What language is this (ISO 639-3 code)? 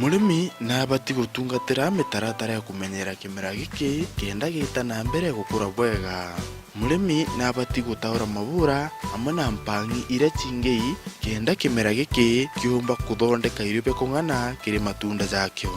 mer